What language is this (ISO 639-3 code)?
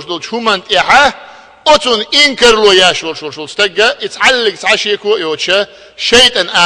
che